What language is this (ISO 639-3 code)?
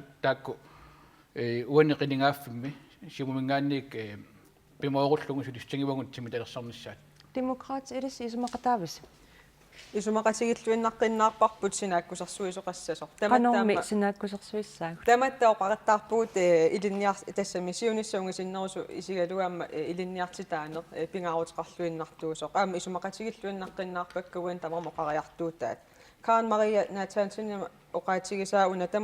kal